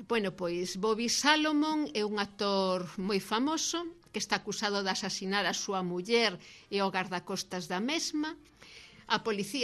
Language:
Galician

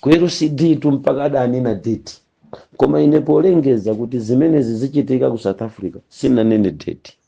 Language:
Nyanja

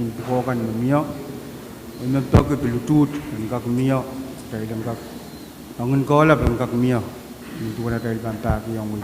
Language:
Pohnpeian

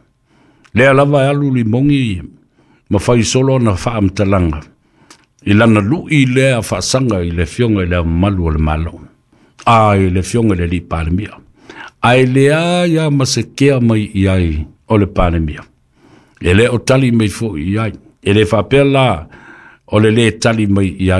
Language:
Samoan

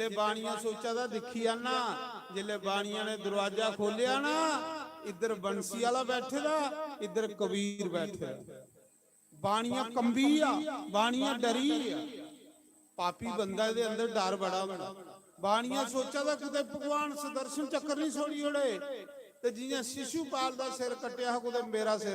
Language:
Dogri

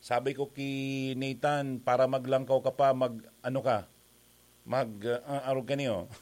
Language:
Bikol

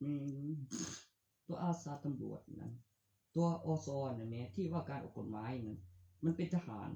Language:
Northeastern Thai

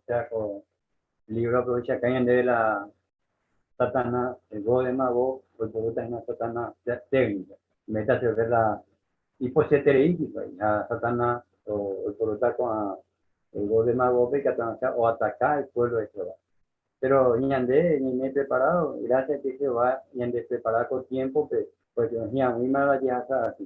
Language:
Guarani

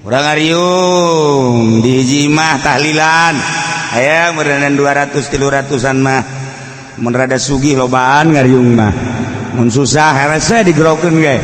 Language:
Sundanese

